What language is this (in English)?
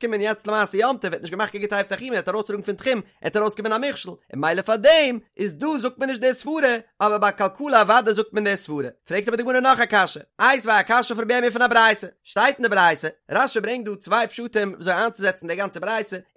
Yiddish